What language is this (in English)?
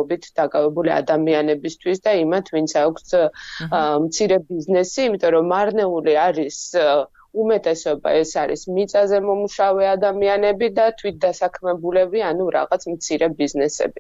Georgian